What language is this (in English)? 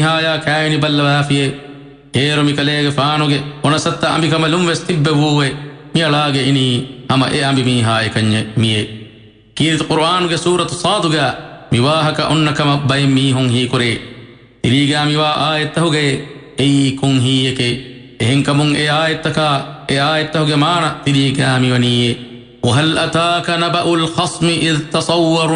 Divehi